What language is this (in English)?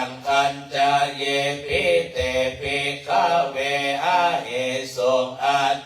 Pali